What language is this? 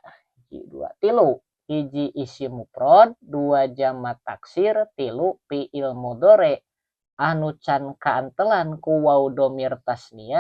Sundanese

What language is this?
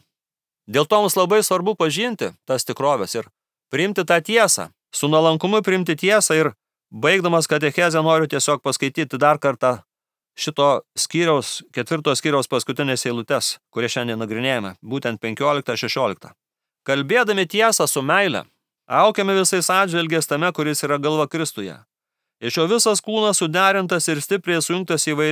Lithuanian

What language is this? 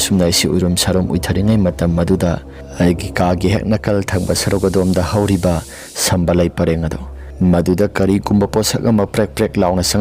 Manipuri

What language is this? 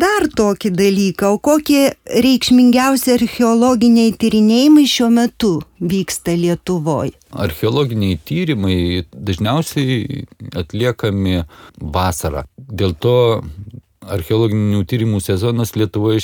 Lithuanian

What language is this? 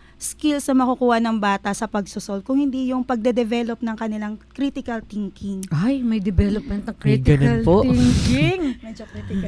Filipino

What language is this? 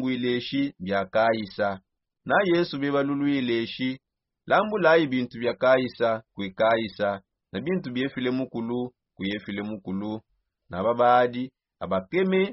Songe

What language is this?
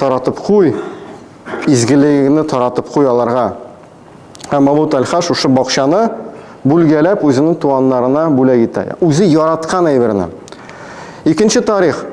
Tatar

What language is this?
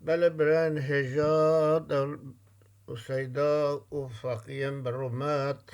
Kurdish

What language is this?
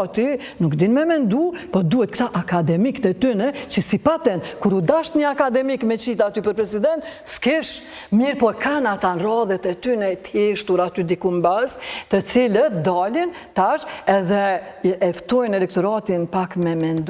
Albanian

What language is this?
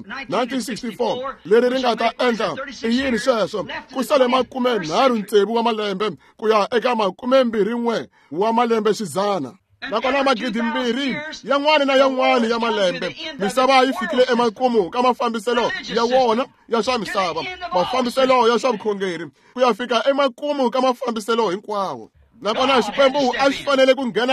Tsonga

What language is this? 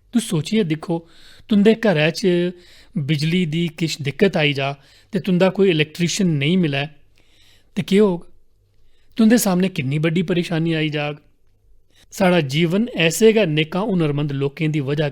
Dogri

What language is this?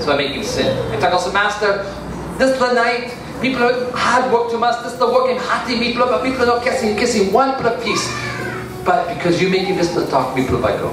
Tok Pisin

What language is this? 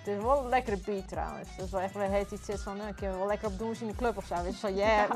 Western Frisian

